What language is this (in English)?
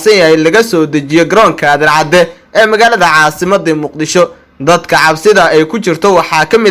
Somali